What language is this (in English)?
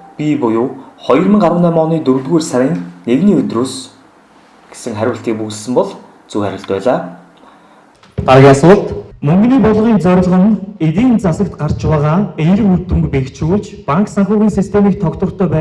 Mongolian